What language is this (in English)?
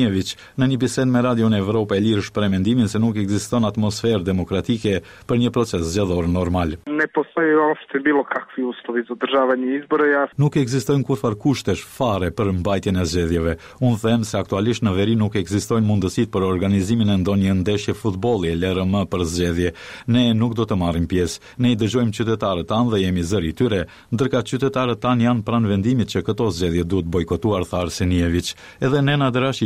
Albanian